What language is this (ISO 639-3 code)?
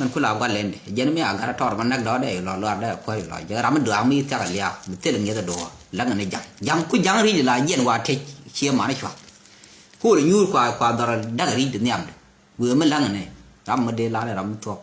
nus